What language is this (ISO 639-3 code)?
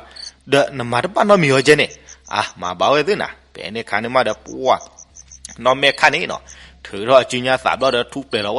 ksw